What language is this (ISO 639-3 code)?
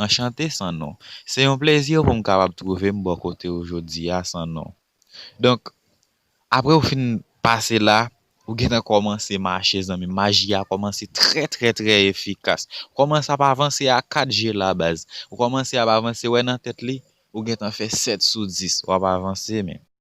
hat